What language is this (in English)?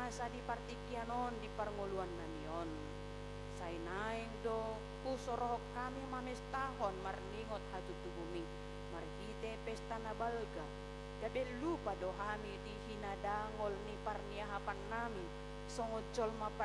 Batak Toba